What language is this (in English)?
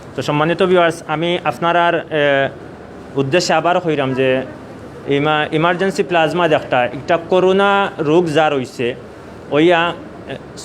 Sylheti